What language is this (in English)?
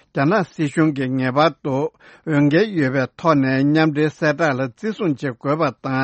Tibetan